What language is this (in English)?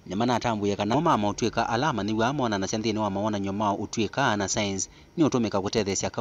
Kamba